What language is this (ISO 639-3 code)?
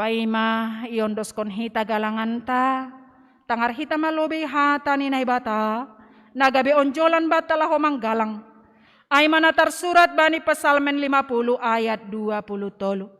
bts